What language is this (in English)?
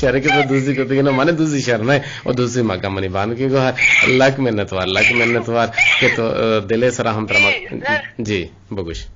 Eastern Balochi